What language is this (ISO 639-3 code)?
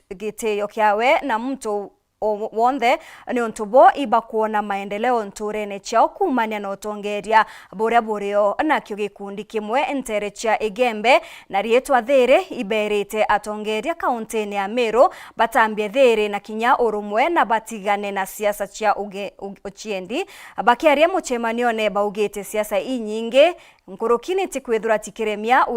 mer